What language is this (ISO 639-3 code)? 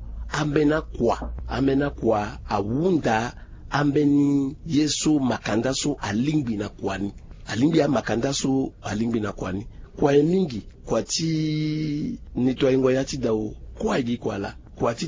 sag